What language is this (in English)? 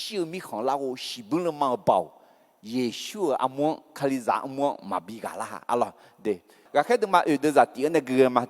Akha